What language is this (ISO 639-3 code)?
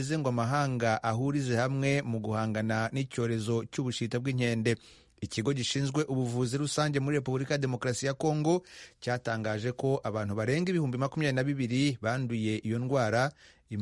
kin